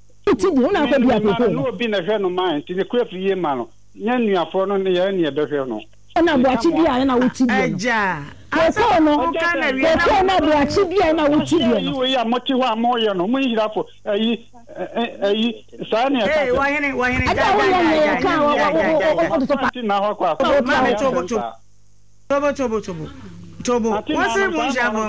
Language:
Akan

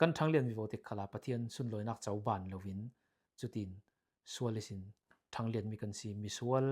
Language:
Falam Chin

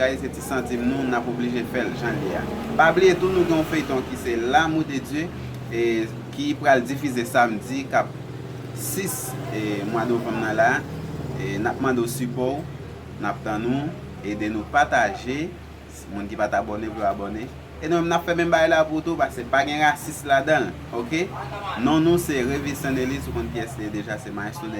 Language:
Haitian Creole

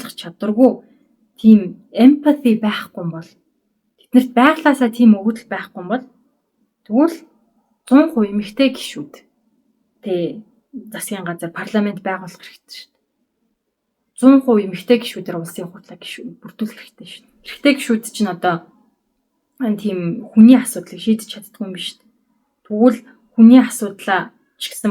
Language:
Mongolian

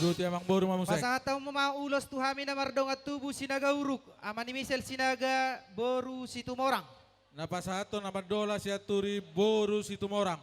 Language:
Batak Toba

